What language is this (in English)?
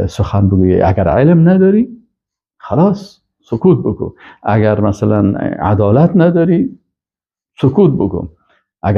Persian